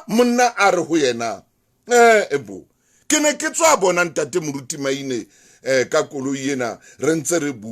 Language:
Southern Sotho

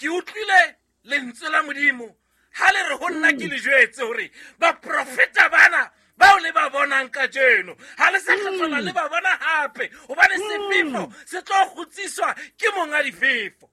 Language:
Southern Sotho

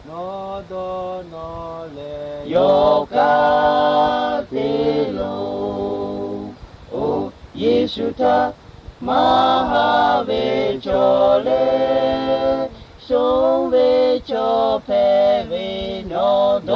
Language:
Lahu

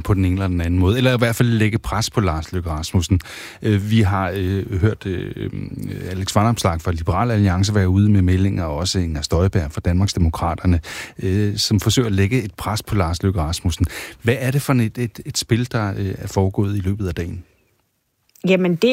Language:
Danish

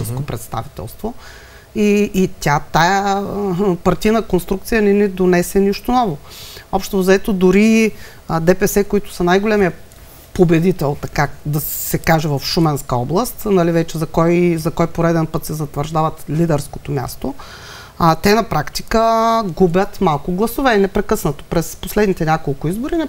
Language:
Bulgarian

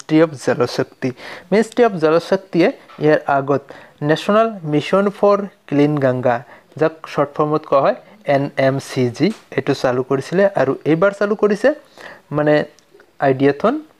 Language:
Assamese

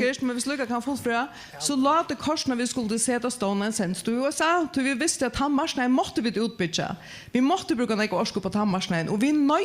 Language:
Faroese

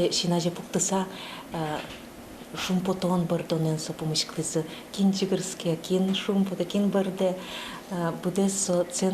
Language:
Udmurt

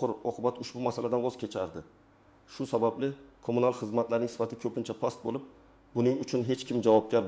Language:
Uzbek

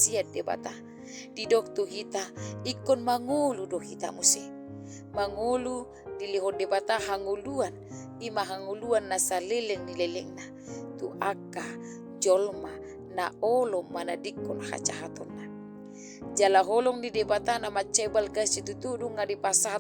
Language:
Batak Toba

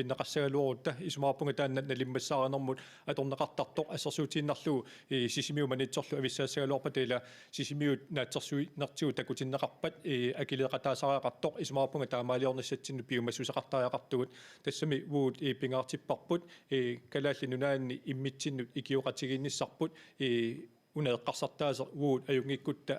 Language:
Kalaallisut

